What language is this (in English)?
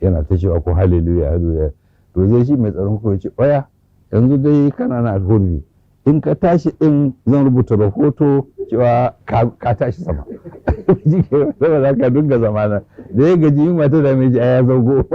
Hausa